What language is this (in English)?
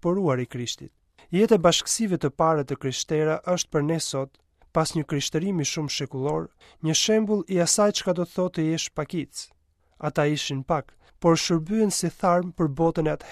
Albanian